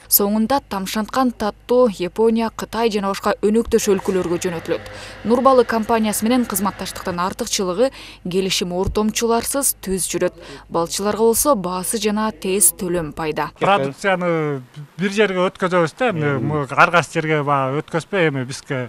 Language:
Kyrgyz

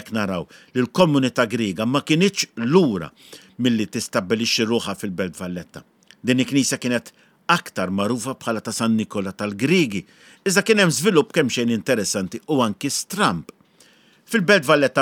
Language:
Maltese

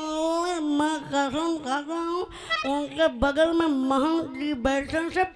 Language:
Bhojpuri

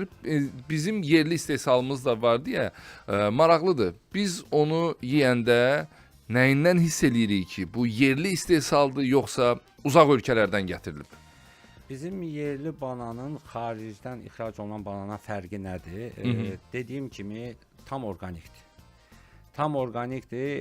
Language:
Azerbaijani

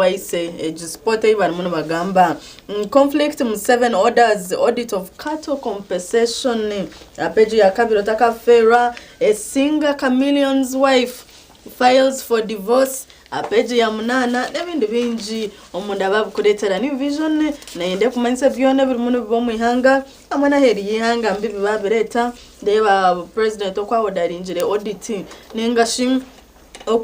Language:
Nyankole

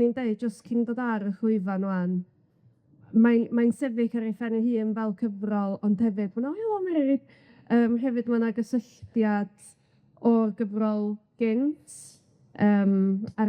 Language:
Welsh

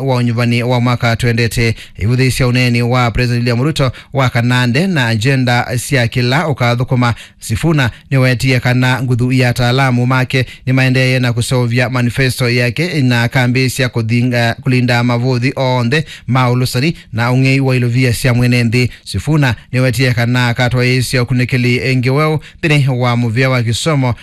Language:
Kamba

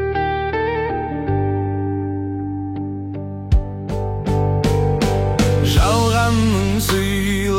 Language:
Kazakh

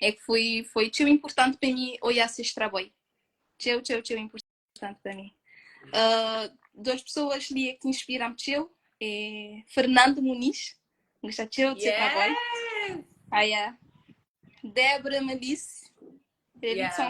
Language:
Kabuverdianu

